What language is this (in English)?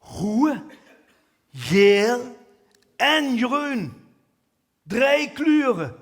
Limburgish